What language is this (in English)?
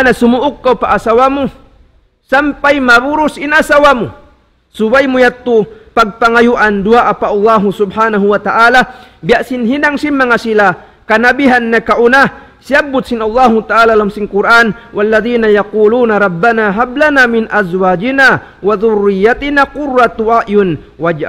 Tausug